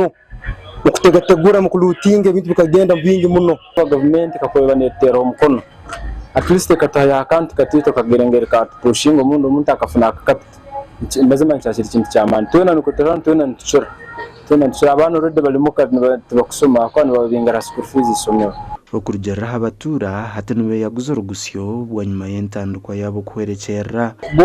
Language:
Nyankole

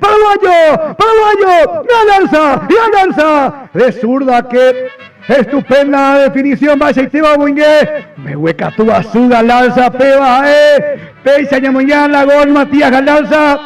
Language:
Guarani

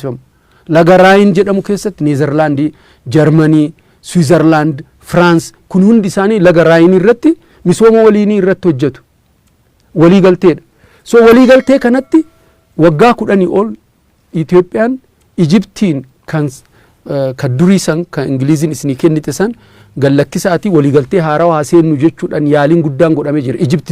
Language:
Oromo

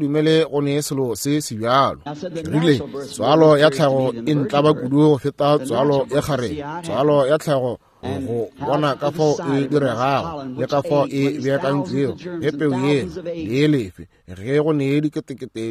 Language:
Northern Sotho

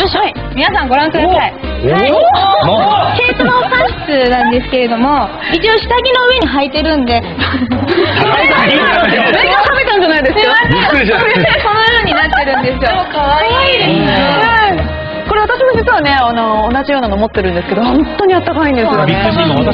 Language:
Japanese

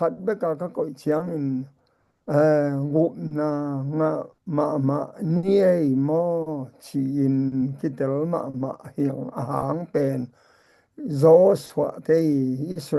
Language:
Tedim Chin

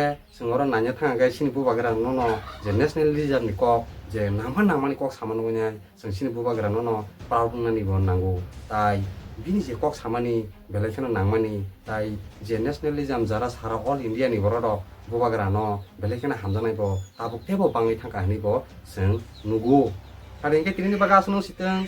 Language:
Kok Borok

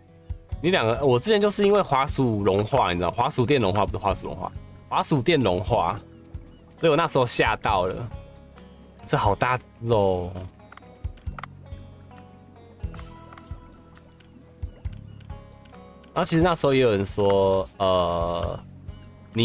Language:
Chinese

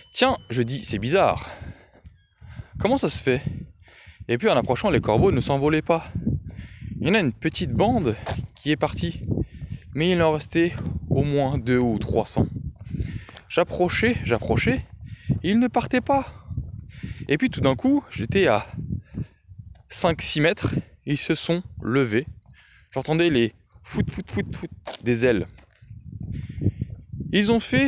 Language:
French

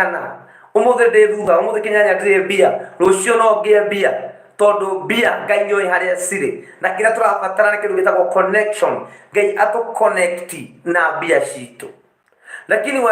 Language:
Kikuyu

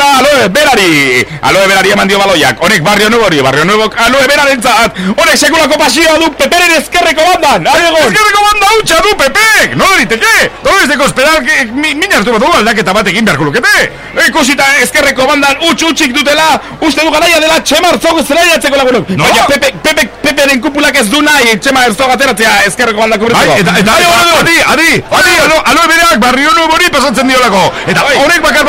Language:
Basque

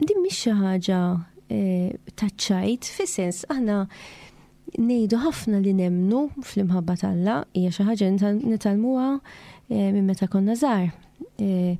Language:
Maltese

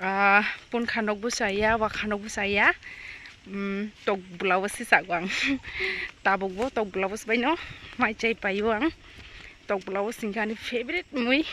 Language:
Kok Borok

